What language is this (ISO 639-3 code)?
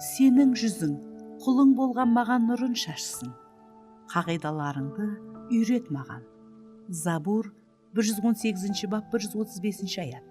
kaa